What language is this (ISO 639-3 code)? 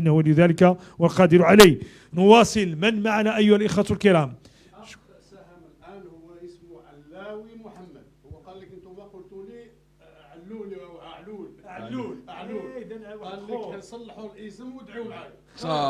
ary